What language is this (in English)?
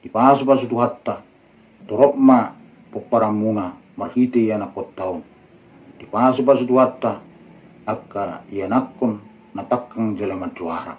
Batak Toba